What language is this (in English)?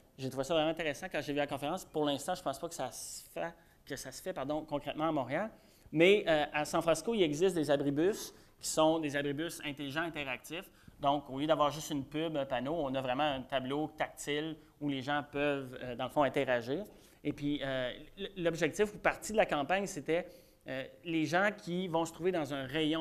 French